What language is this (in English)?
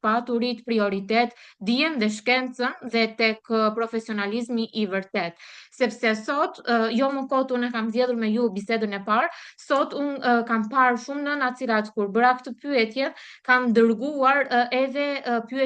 Albanian